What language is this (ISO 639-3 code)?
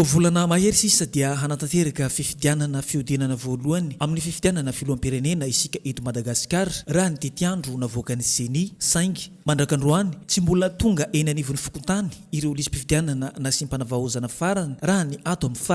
mlg